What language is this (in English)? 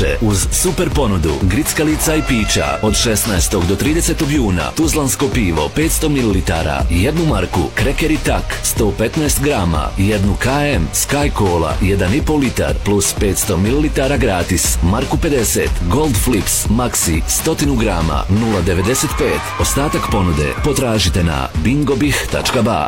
Bosnian